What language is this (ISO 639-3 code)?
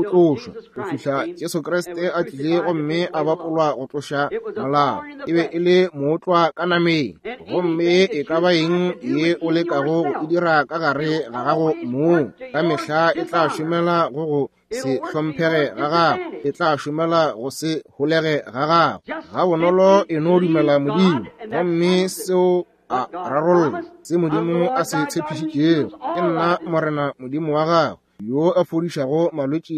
nso